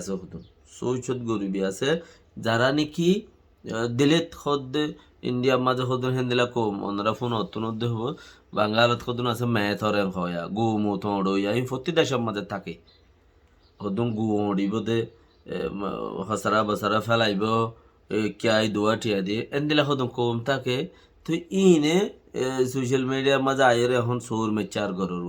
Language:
Rohingya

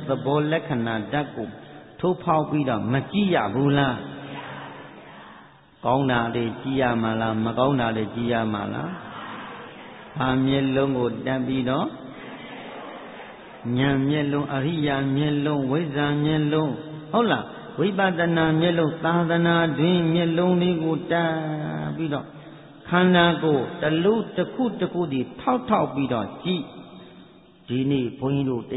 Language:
Burmese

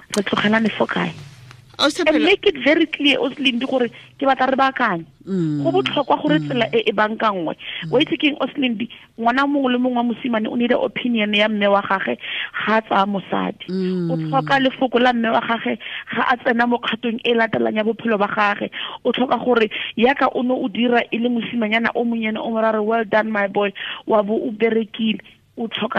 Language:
Tswana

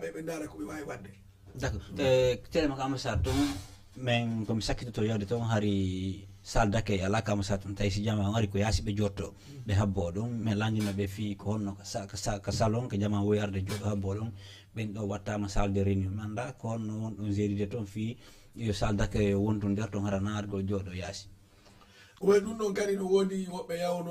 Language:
Fula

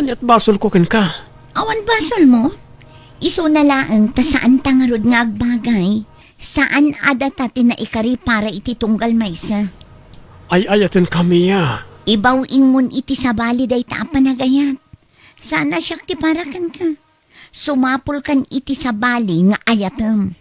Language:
Iloko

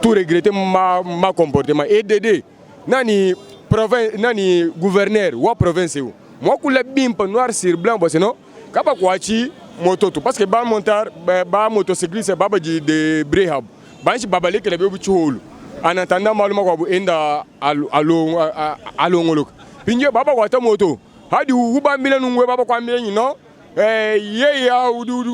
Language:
Luba-Lulua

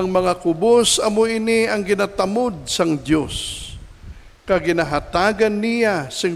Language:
Hiligaynon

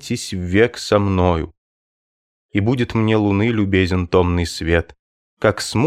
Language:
Russian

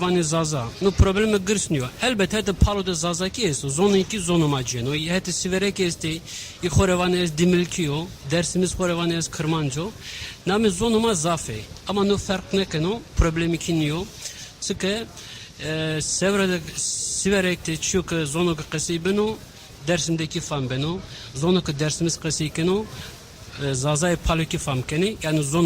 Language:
Zaza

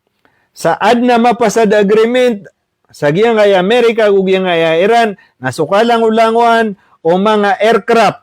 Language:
Maranao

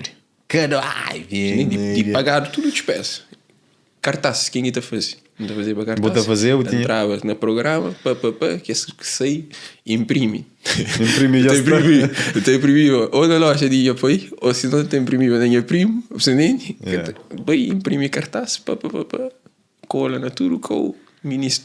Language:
Kabuverdianu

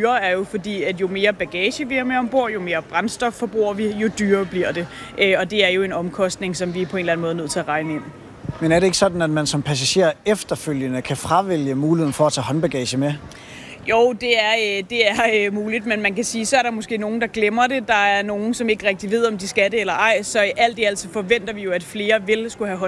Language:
Danish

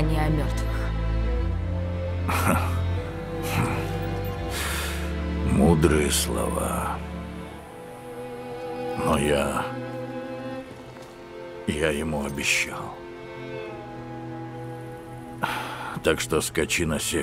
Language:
Russian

